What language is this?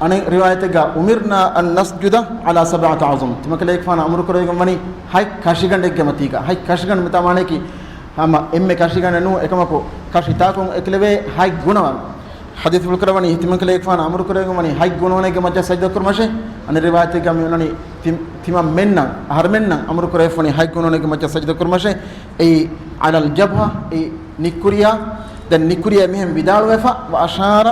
Divehi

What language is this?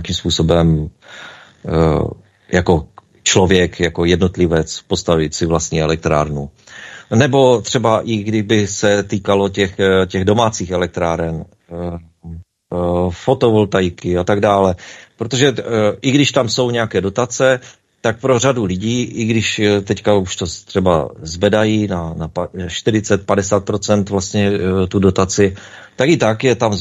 Czech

